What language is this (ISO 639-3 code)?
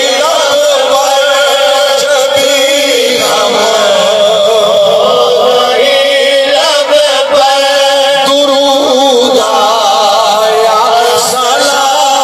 skr